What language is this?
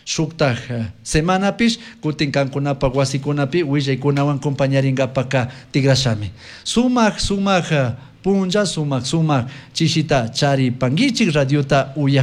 Chimborazo Highland Quichua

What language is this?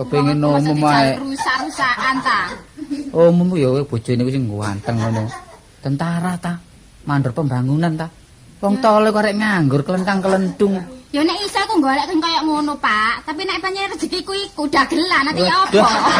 Javanese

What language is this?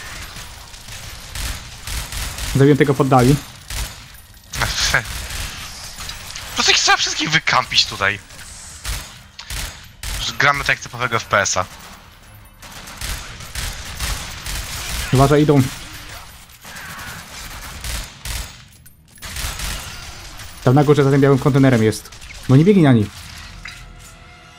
Polish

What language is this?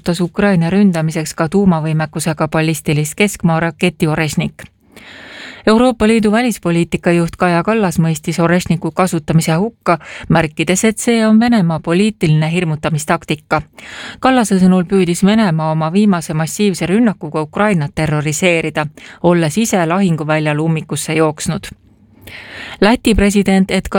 Estonian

